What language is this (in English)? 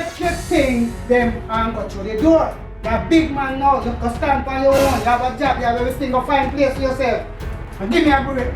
Jamaican Creole English